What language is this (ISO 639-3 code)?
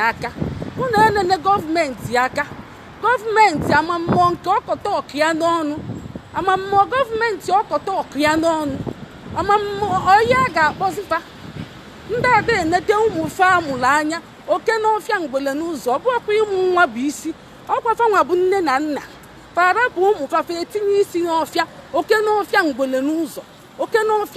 ibo